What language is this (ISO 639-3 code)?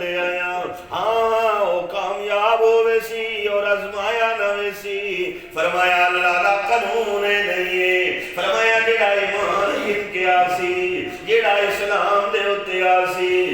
skr